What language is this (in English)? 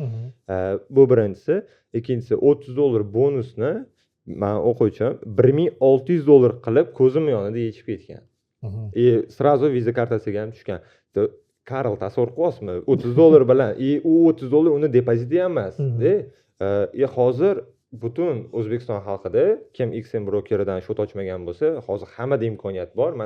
Uzbek